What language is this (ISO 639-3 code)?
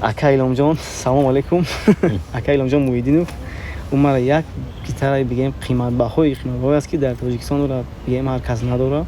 tgk